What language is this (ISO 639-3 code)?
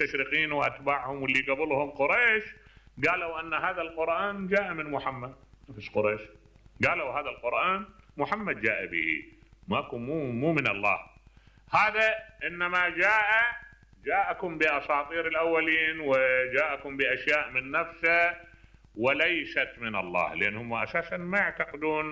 acm